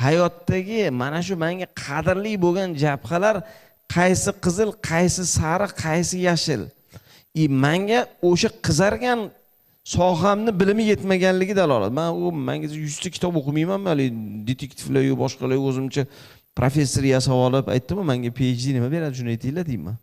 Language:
Uzbek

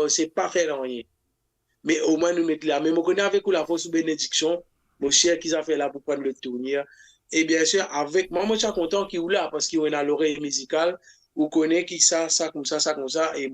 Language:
Morisyen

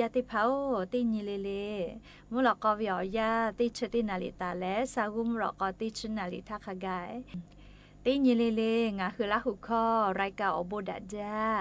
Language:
Lahu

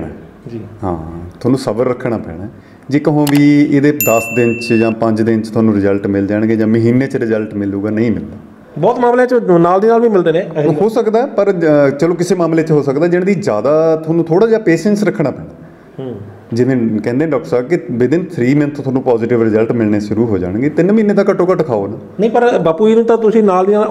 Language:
Punjabi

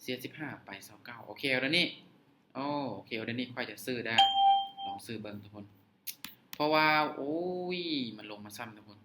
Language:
Lao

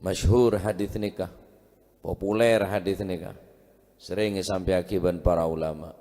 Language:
Madurese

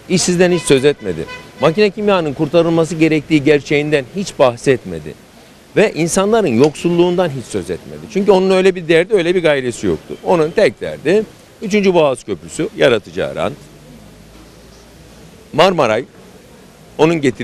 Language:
Turkish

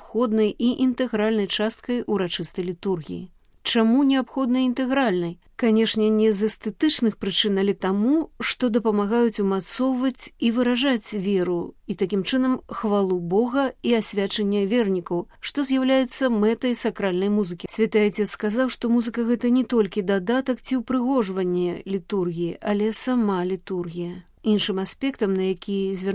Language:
Belarusian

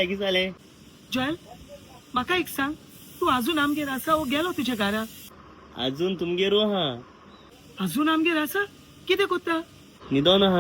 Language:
Konkani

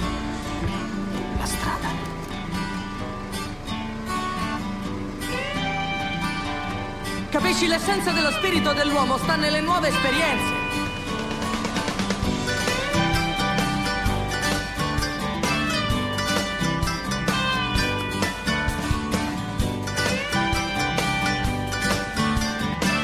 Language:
Italian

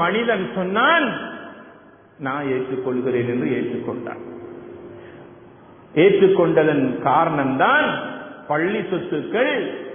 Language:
Tamil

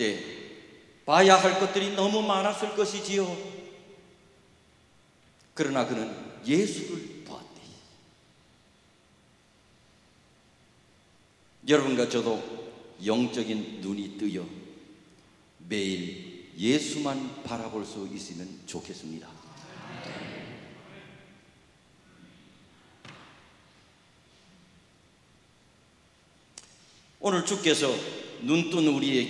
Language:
Korean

